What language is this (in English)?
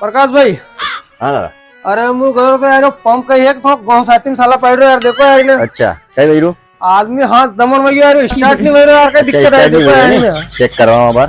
Rajasthani